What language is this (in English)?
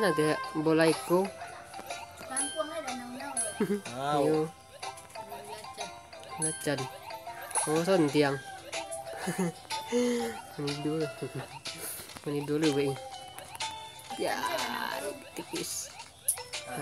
Malay